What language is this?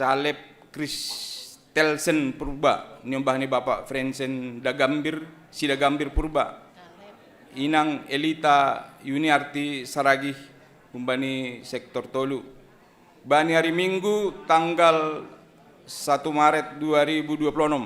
Batak Simalungun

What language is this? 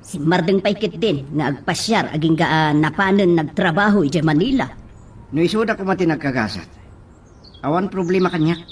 Iloko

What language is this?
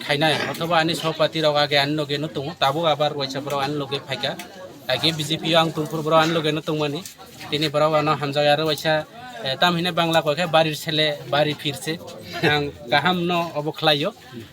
Kok Borok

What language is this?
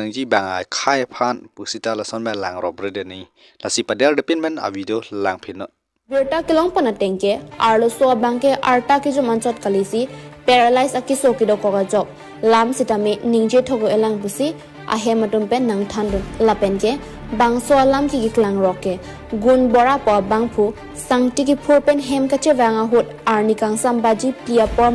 Karbi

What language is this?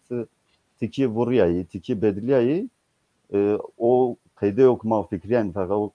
Zaza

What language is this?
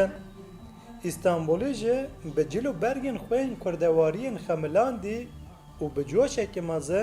Kurdish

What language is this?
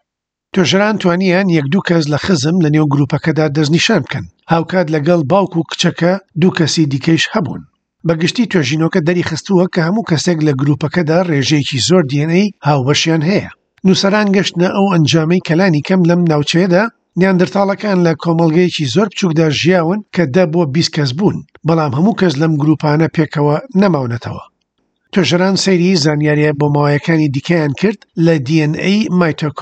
Central Kurdish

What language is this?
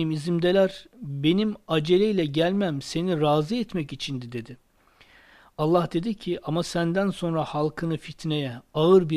Turkish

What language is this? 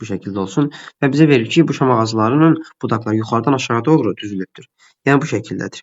Azerbaijani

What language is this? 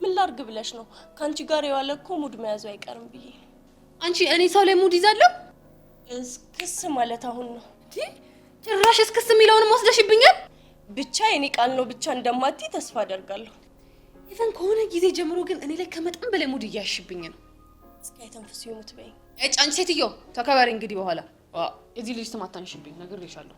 Amharic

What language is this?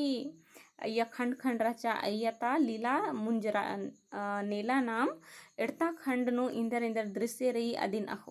Kurukh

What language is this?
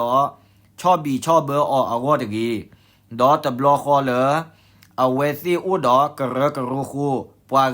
S'gaw Karen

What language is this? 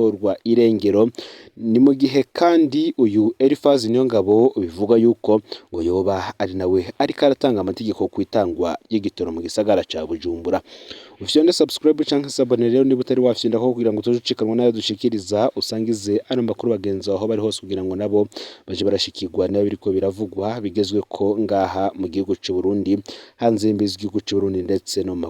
Rundi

